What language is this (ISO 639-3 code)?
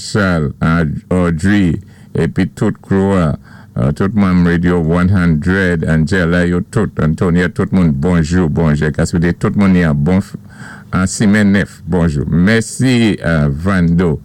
acf